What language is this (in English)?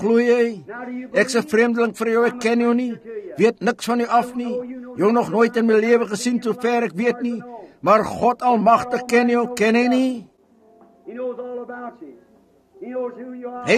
Afrikaans